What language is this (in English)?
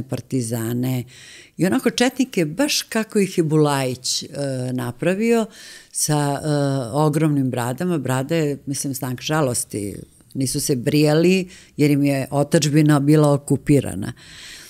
Serbian